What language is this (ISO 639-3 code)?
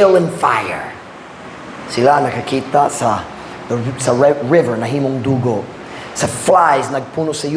ceb